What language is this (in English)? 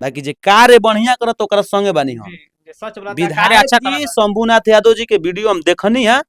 Bhojpuri